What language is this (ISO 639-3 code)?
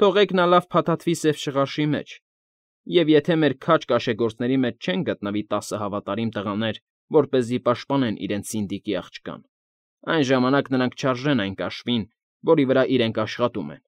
hye